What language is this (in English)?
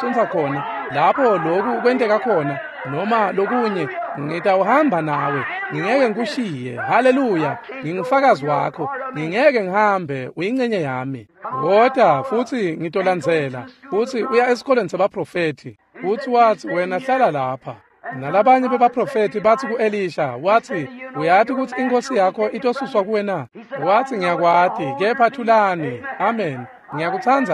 Swati